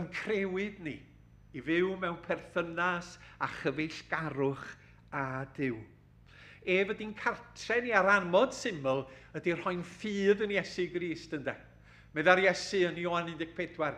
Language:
Welsh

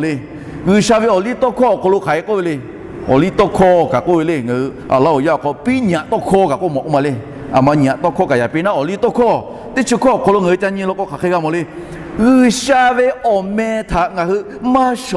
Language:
Lahu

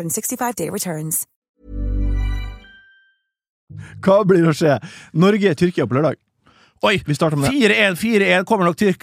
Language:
Norwegian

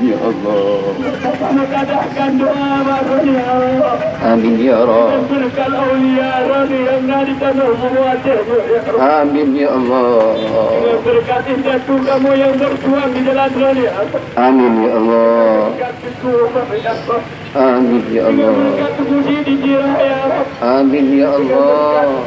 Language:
Achinese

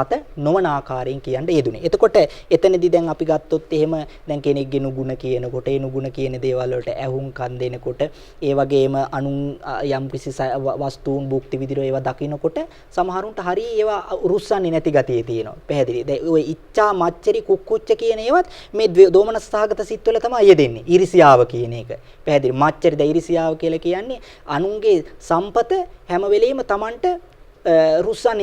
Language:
Sinhala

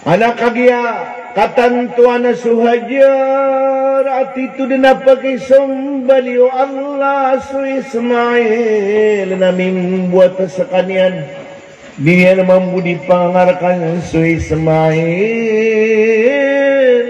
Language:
Maranao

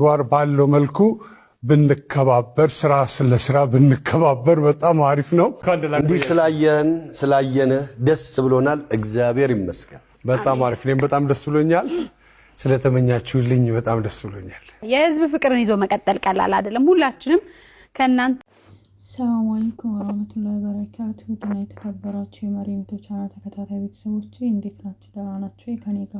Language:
Amharic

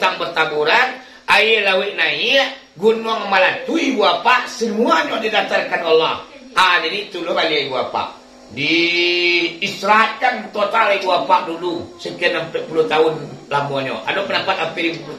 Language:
Minangkabau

